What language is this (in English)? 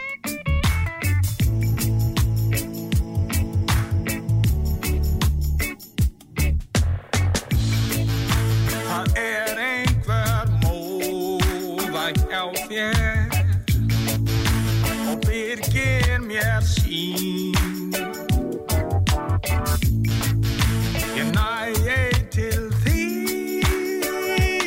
Icelandic